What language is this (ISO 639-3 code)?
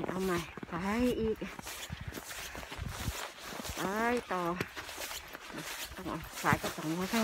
tha